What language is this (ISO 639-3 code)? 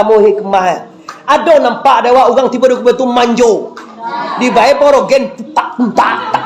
min